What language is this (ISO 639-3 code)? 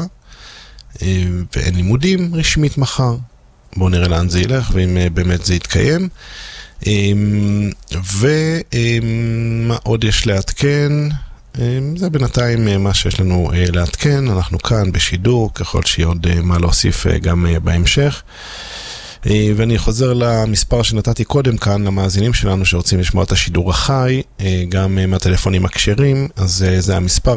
heb